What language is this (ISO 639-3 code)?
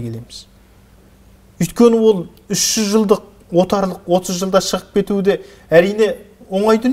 kaz